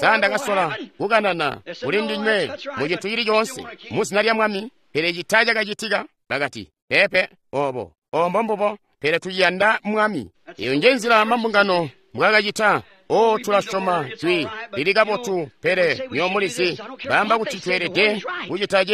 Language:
Tonga (Zambia)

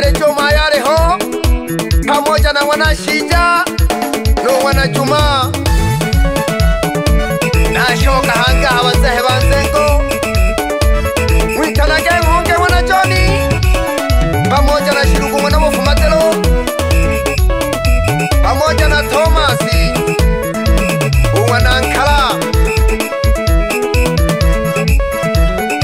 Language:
Swahili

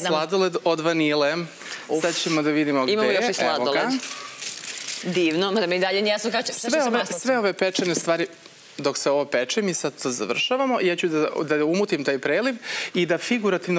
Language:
Serbian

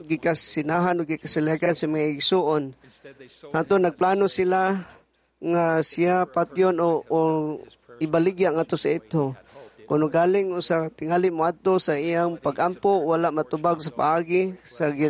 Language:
Cebuano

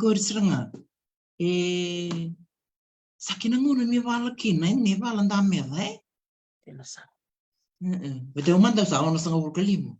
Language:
Fijian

